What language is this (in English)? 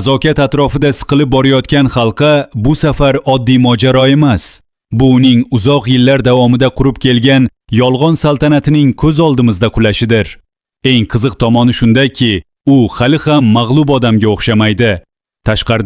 Uzbek